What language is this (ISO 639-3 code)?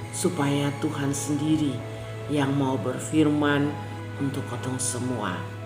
mkn